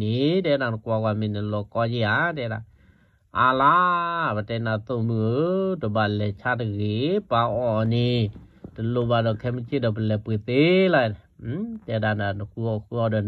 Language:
S'gaw Karen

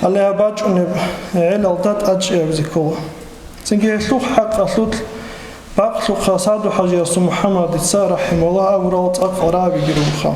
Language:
Avaric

